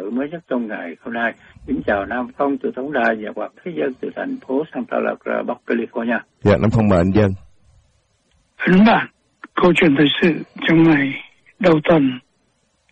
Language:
Vietnamese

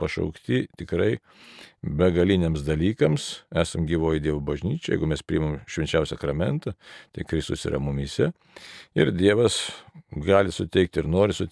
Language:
Lithuanian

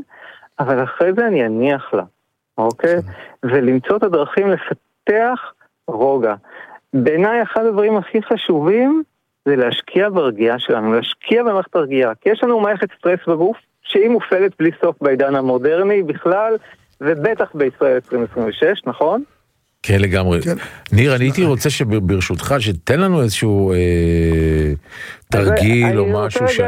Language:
Hebrew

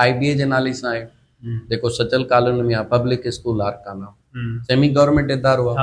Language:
Sindhi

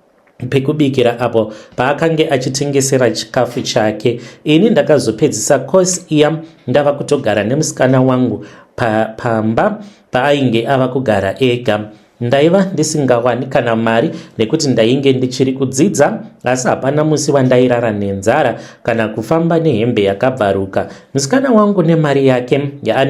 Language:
Shona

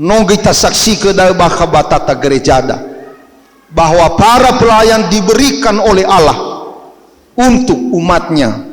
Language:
Nias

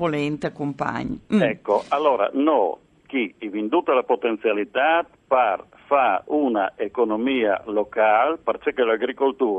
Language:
Friulian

